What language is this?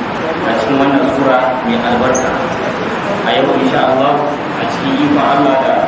Hausa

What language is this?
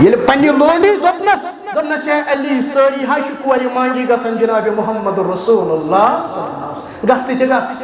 Kashmiri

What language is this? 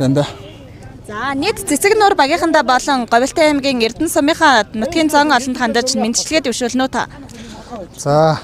Mongolian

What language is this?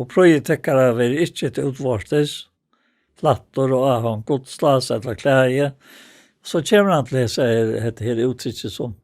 Faroese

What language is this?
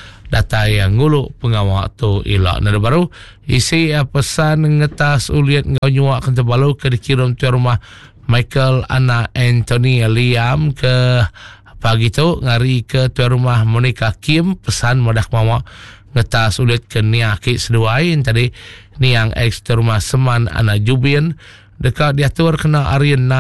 Iban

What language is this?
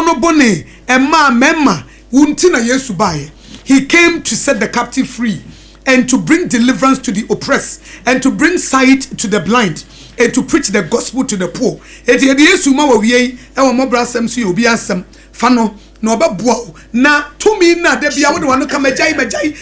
Akan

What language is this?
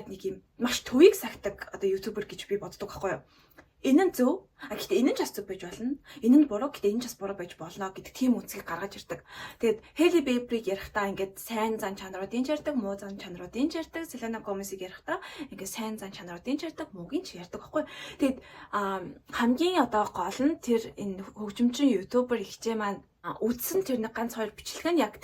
Mongolian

